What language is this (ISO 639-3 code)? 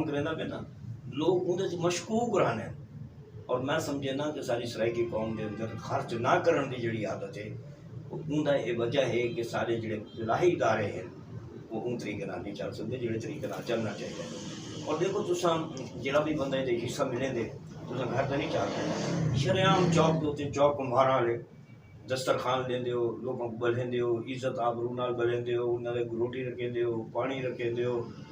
skr